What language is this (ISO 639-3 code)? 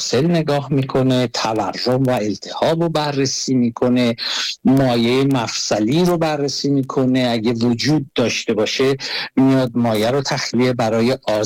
fas